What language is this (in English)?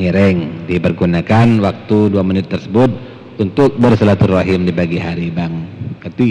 Madurese